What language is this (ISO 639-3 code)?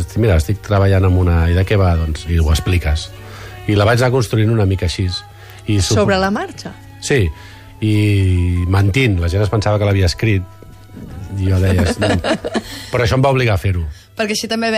cat